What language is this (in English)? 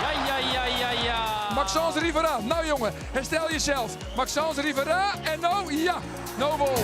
Western Frisian